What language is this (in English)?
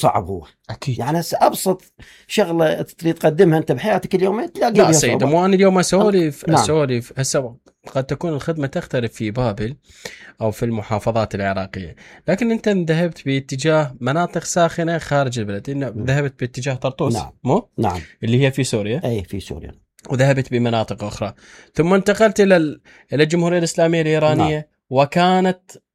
Mesopotamian Arabic